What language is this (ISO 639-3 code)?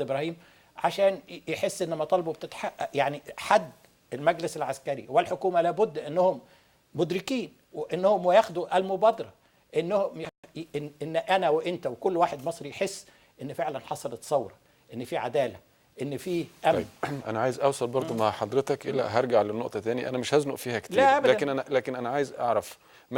arz